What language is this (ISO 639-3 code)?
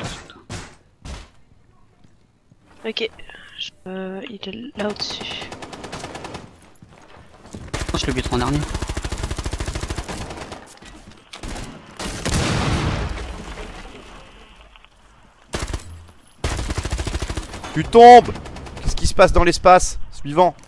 fra